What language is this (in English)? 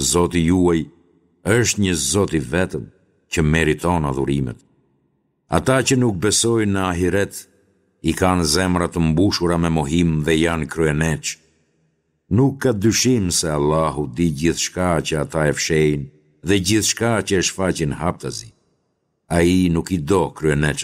Albanian